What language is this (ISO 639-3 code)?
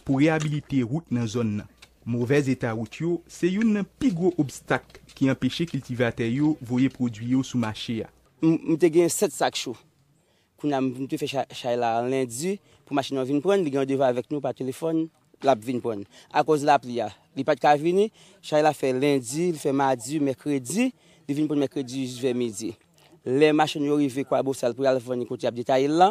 hat